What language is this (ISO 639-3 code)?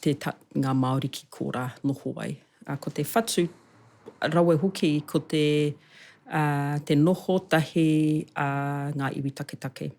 mri